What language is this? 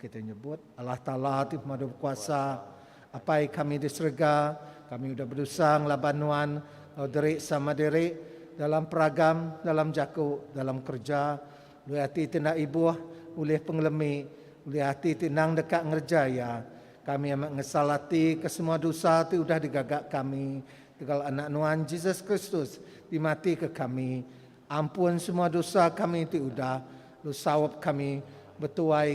Iban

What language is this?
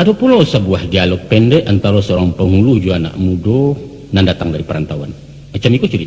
Minangkabau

